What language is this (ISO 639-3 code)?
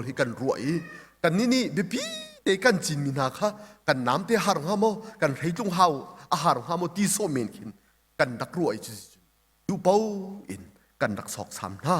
cnh